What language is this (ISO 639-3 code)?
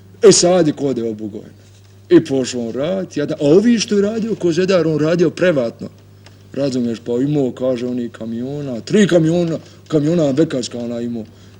bos